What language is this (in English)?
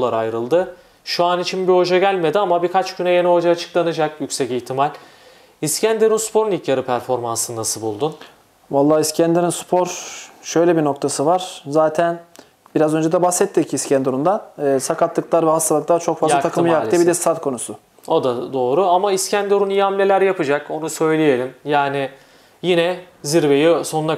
Turkish